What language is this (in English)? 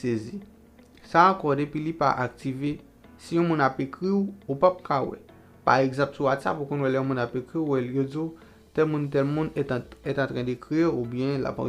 Haitian Creole